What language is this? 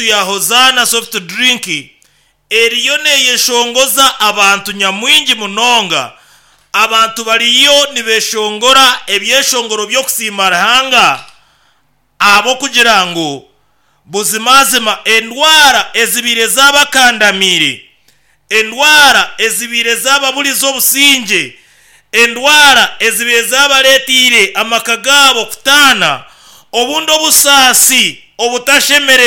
Nyankole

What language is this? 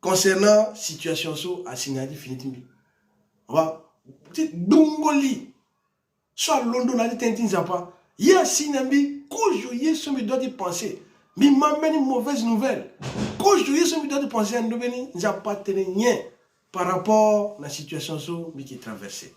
Sango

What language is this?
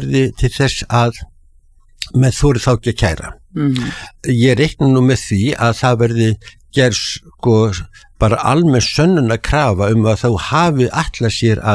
Icelandic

